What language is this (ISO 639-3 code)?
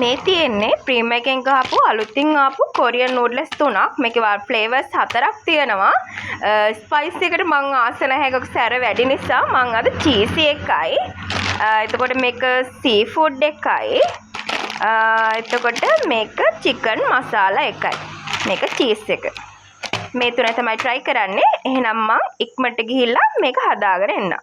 sin